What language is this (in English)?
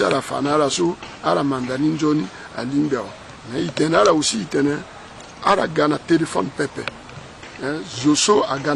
Sango